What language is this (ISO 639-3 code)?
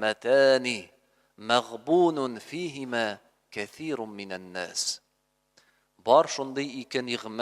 tat